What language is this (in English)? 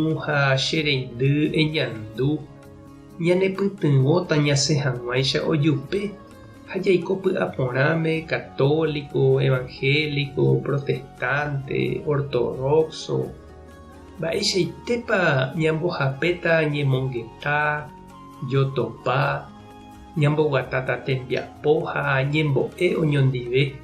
Guarani